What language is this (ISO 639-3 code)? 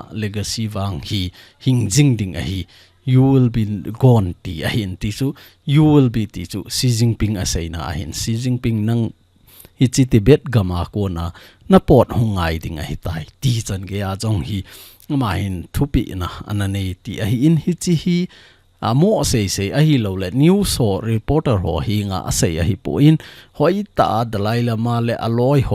tcz